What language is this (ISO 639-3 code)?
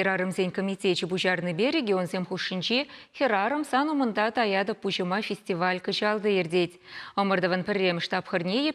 chv